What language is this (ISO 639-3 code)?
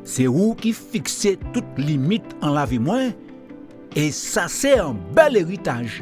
gcf